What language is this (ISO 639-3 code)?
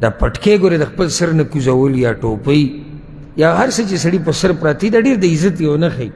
pus